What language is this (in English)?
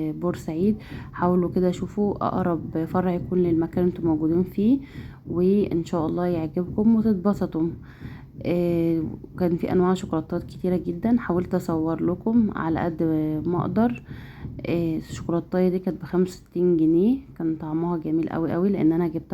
Egyptian Arabic